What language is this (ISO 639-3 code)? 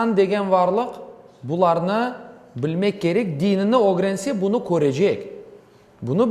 crh